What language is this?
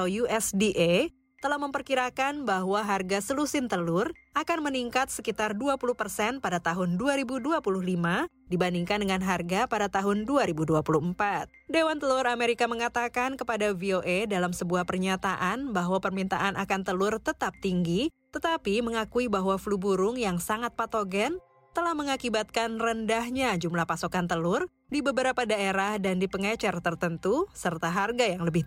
Indonesian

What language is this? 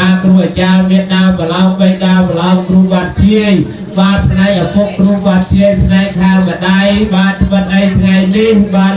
Khmer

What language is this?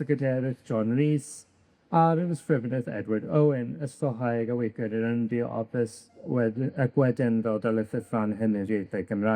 Welsh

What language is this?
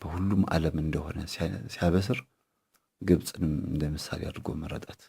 Amharic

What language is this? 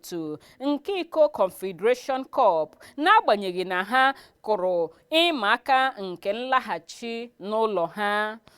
Igbo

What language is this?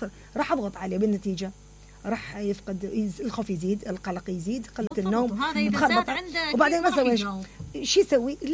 Mesopotamian Arabic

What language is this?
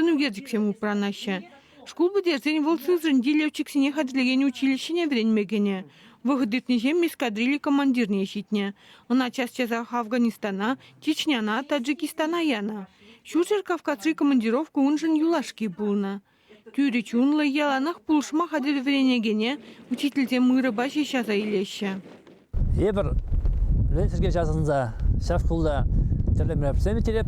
Chuvash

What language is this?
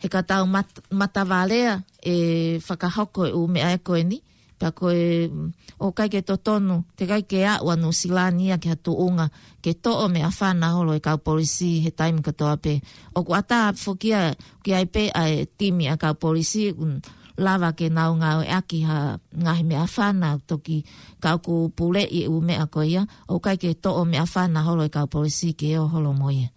Tongan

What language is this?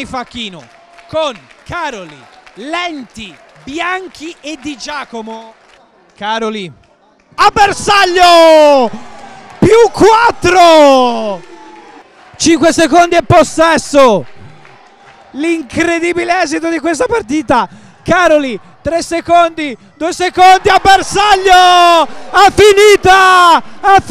Italian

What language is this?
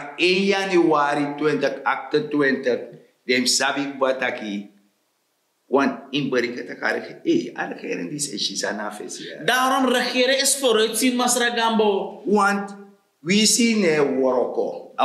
Sranan Tongo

